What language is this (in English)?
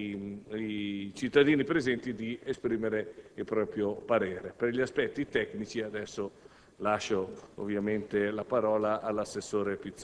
Italian